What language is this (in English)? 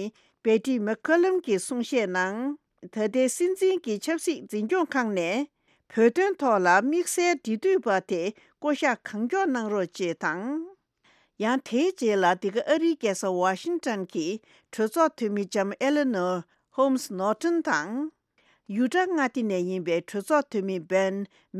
Tibetan